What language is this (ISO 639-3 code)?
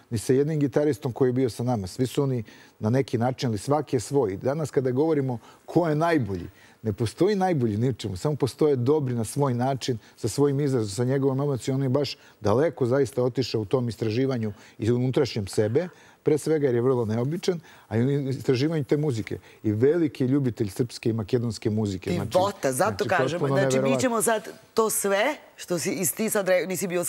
srp